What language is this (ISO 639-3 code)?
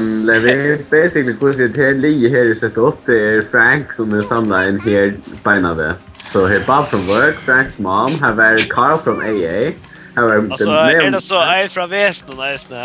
fao